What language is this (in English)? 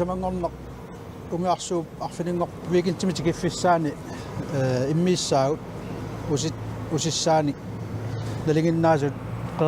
Kalaallisut